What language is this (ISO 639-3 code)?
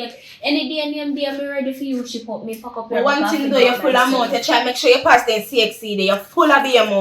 jam